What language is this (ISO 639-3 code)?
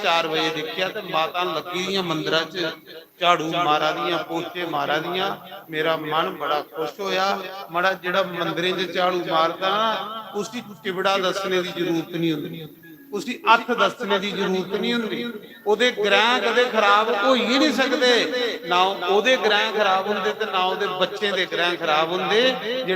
doi